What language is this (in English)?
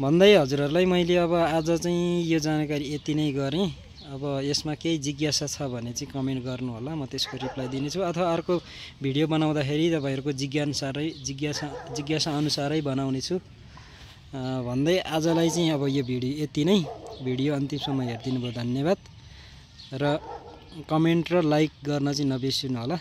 Nepali